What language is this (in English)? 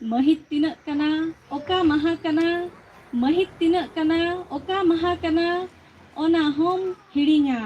Santali